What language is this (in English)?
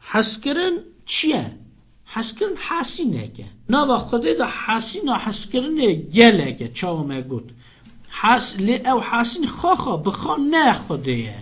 Kurdish